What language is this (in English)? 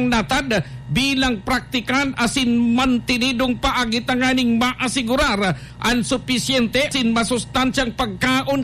Bikol